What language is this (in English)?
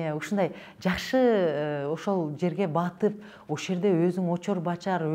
Kyrgyz